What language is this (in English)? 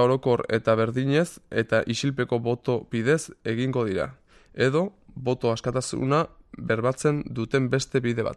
Basque